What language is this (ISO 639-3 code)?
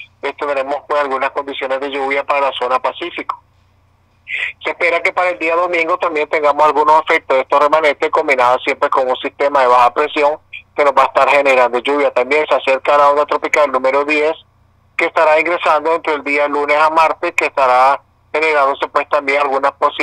spa